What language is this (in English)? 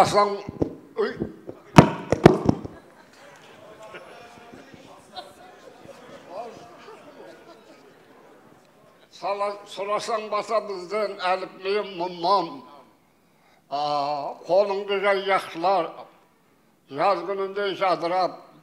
Kazakh